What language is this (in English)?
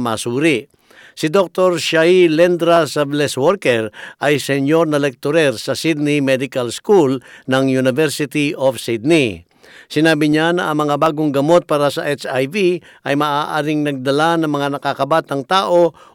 Filipino